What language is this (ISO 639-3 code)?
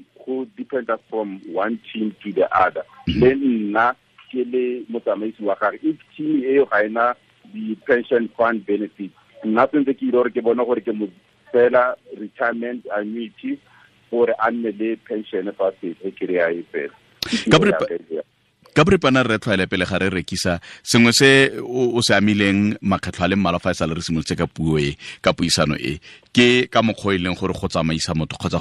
tsn